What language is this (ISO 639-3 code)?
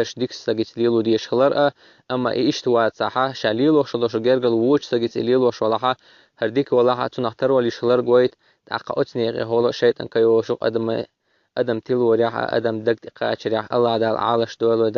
che